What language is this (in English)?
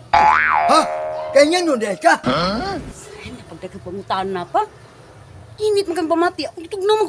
Cebuano